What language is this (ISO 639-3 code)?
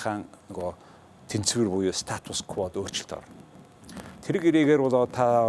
mon